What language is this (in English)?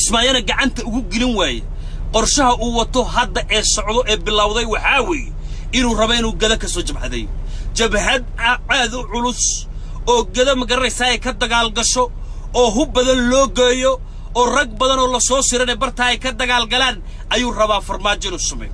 Somali